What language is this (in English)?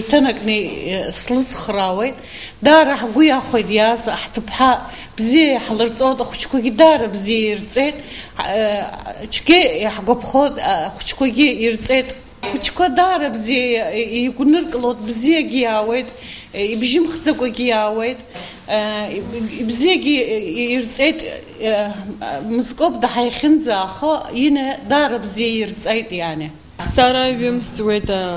Abkhazian